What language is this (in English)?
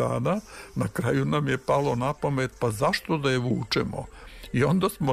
Serbian